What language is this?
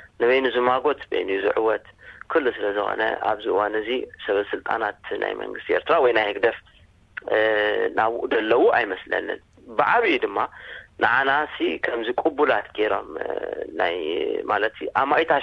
Tigrinya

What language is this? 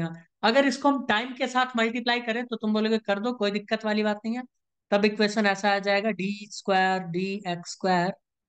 Hindi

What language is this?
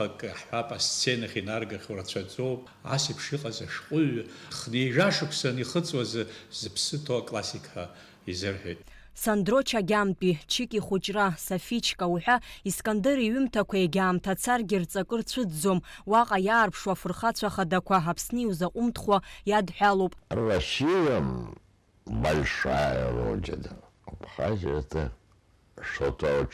Abkhazian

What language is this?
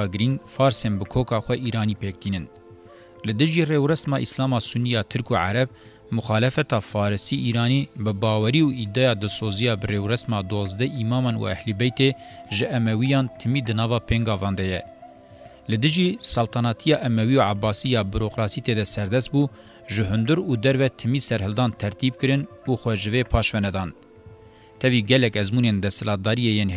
Kurdish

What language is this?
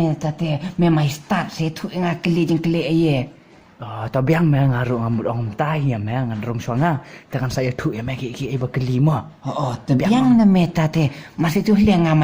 Khasi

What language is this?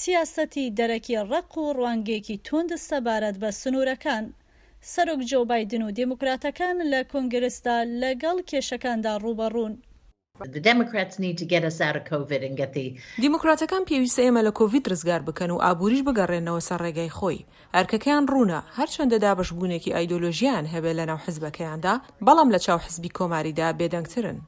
Central Kurdish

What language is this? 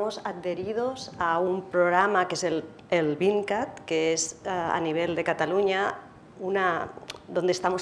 Spanish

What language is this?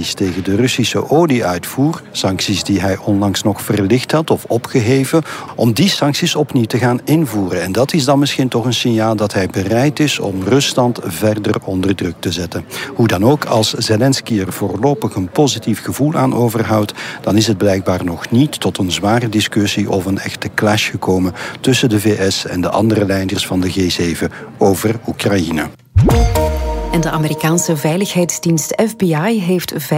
Dutch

